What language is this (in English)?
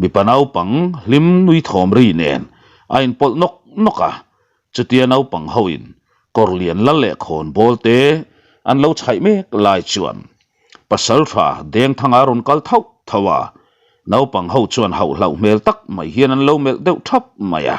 Mizo